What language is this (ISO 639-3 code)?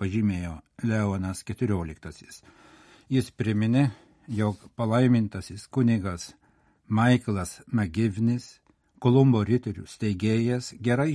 lit